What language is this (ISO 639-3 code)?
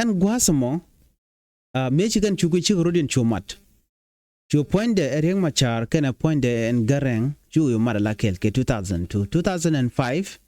nus